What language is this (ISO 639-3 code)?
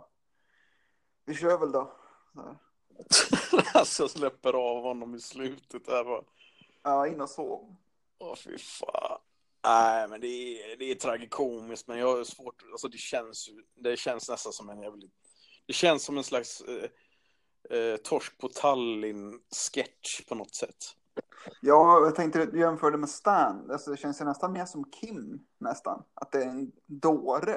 swe